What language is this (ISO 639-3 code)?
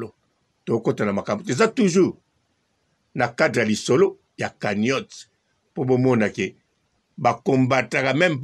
lin